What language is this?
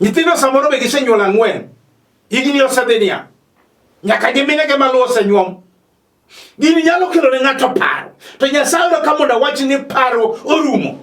Luo (Kenya and Tanzania)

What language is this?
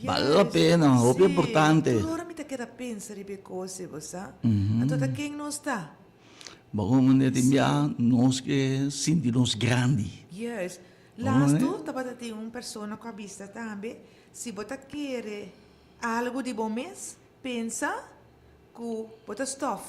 Papiamento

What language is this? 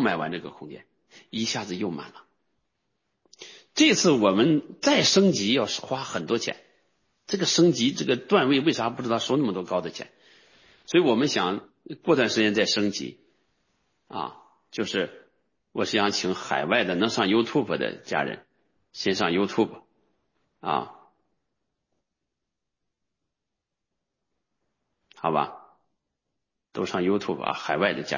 Chinese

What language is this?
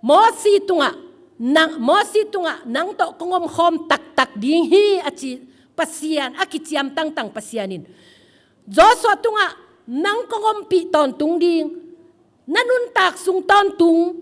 Tedim Chin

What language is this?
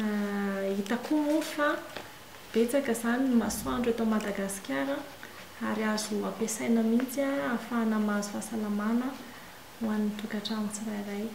Malagasy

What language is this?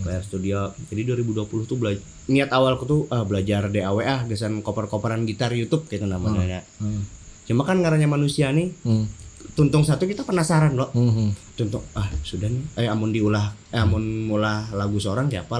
Banjar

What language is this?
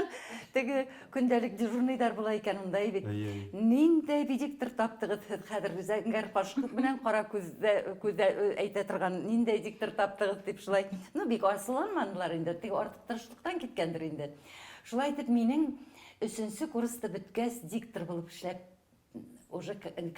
Bashkir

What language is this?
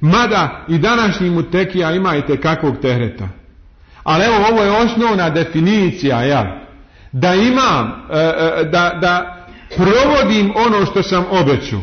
Bosnian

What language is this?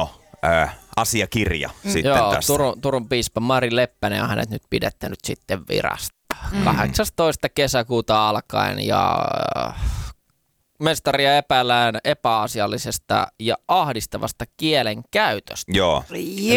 Finnish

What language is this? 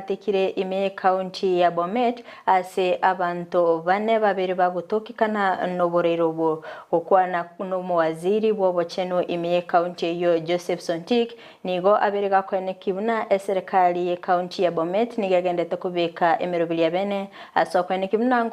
Gusii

